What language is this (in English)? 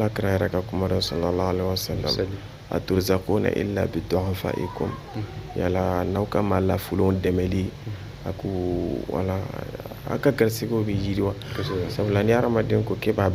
Bambara